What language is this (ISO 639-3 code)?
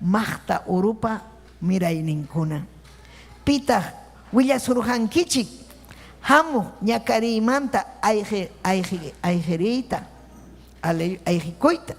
quy